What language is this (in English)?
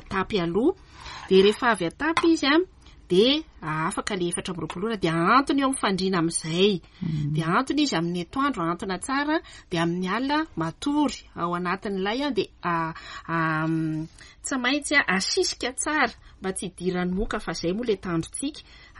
Malagasy